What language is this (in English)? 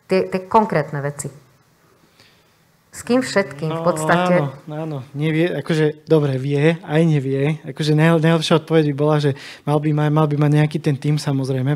Slovak